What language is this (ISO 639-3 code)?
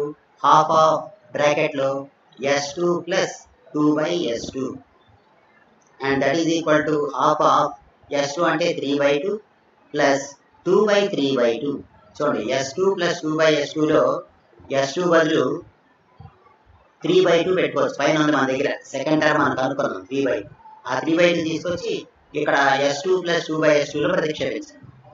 tel